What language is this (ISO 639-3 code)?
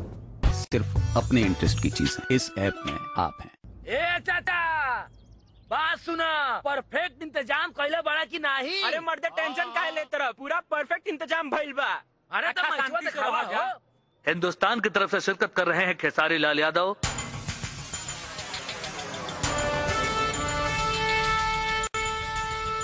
bho